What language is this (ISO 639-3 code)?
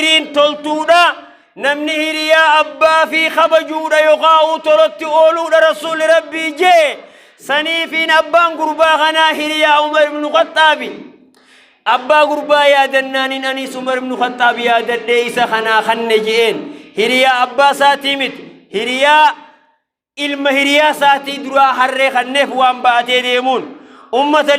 orm